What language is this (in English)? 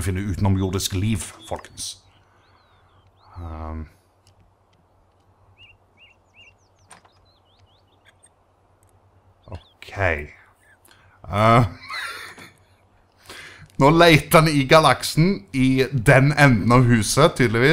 Norwegian